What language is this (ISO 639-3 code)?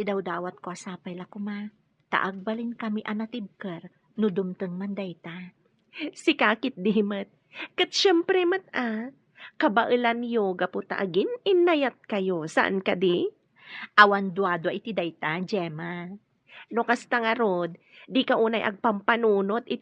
ilo